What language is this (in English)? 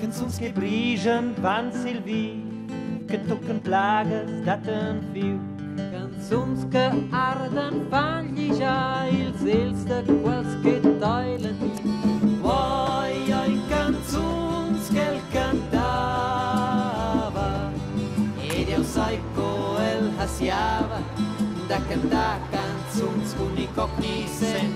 Romansh